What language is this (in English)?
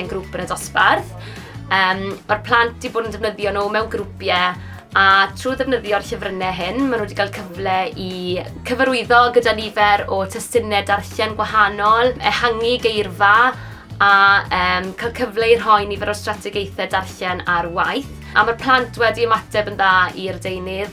Welsh